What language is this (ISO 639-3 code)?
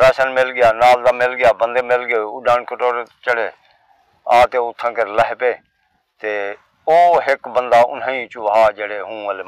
skr